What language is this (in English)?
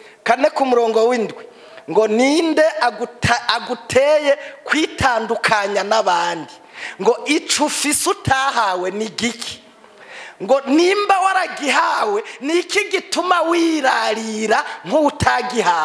Rundi